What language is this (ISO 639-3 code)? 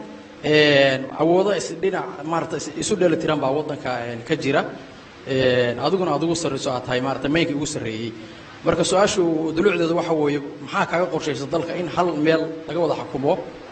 som